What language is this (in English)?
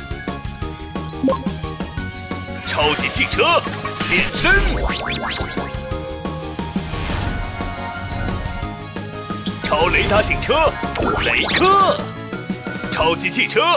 Chinese